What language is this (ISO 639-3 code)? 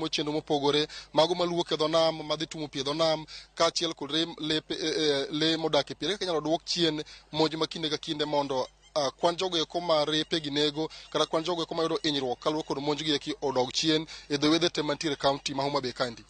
luo